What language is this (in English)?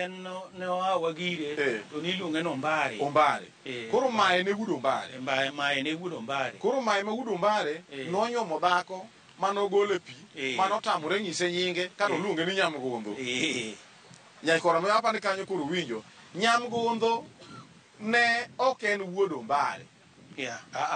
Luo (Kenya and Tanzania)